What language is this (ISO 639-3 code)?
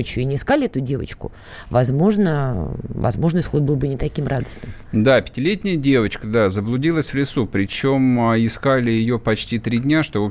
rus